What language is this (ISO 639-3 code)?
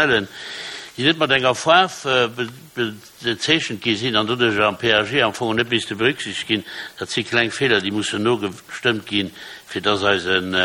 ltz